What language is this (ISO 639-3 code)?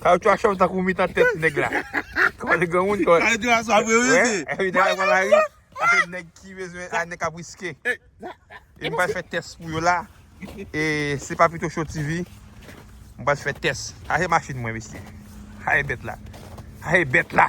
hat